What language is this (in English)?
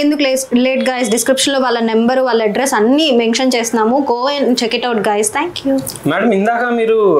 Telugu